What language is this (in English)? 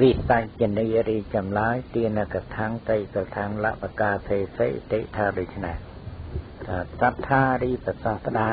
Khmer